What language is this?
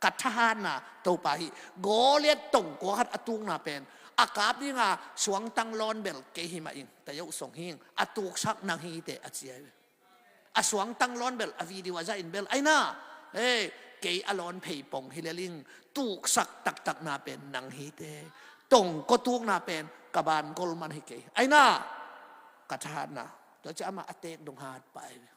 Tedim Chin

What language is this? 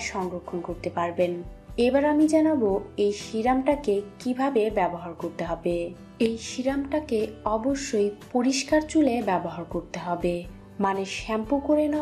Bangla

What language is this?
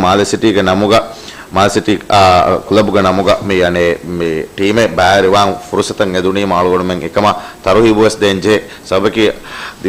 Divehi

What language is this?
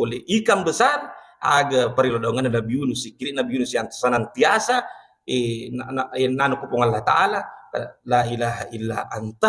Buginese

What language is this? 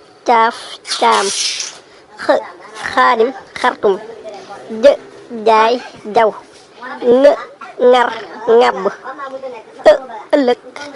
Wolof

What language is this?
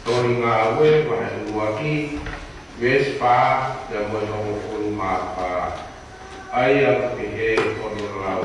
Tongan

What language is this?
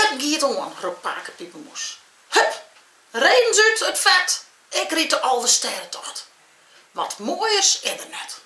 Western Frisian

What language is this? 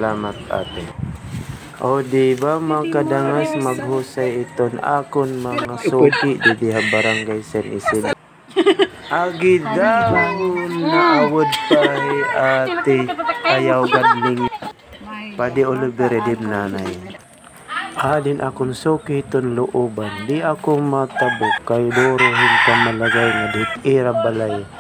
Waray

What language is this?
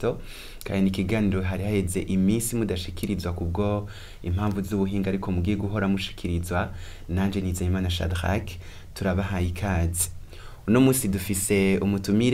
Rundi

